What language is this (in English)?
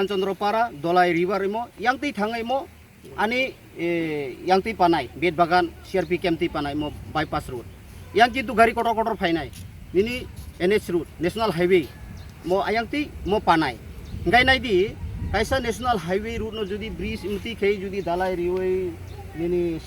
Kok Borok